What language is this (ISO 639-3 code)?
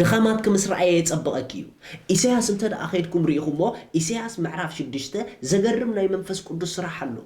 tir